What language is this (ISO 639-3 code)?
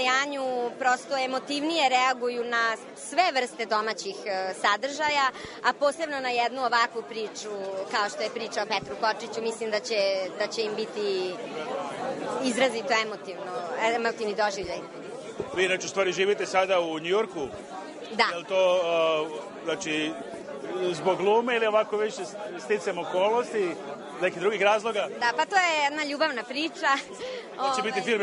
srp